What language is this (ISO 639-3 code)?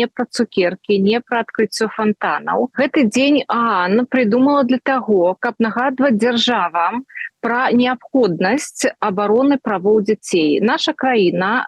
bel